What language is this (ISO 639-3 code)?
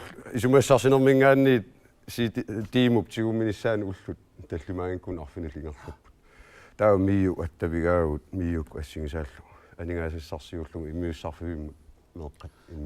kal